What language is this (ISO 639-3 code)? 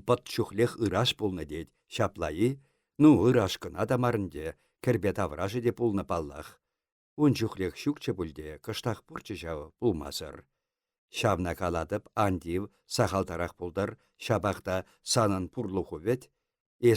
chv